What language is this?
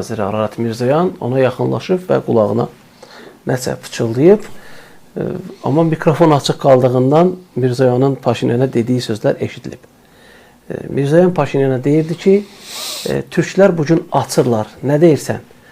Azerbaijani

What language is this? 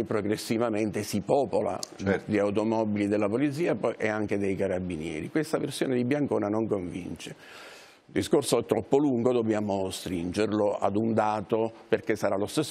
Italian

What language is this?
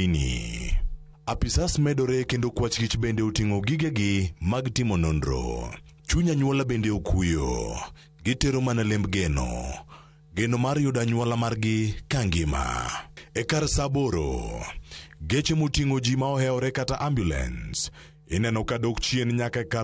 Luo (Kenya and Tanzania)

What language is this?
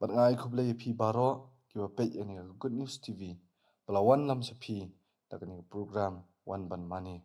Khasi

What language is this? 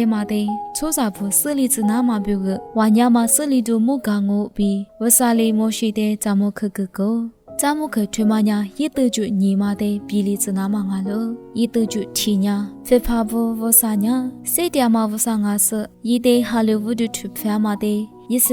Lisu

